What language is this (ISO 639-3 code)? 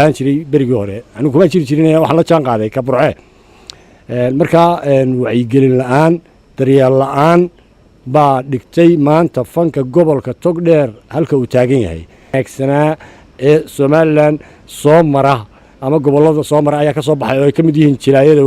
som